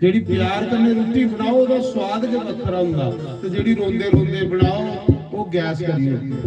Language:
Dogri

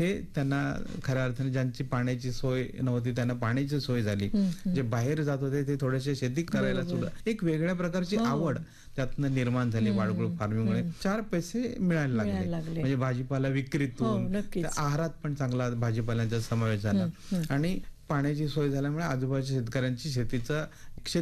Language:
Marathi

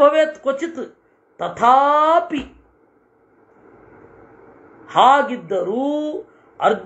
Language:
Kannada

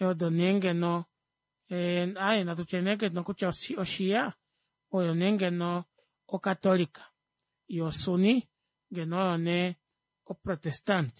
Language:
Kuanyama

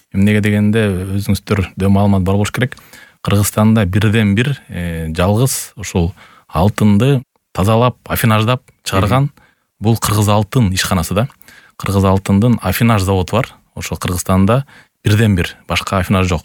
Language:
Kyrgyz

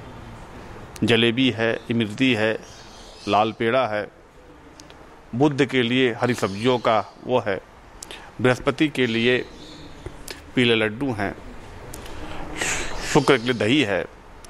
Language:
Hindi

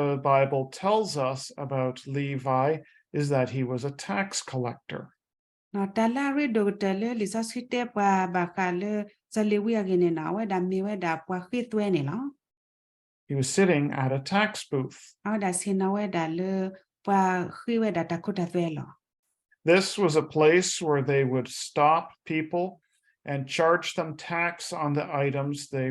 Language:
S'gaw Karen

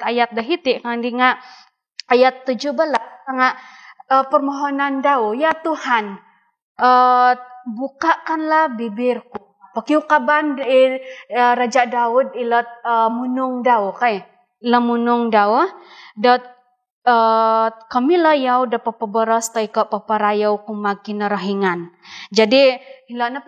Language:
Central Dusun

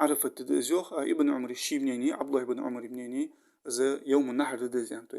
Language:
Ingush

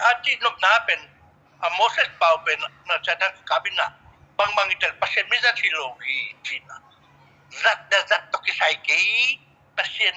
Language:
Tedim Chin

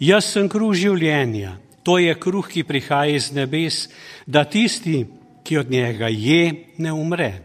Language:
Slovenian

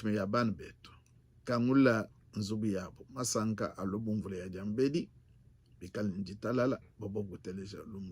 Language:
Luba-Lulua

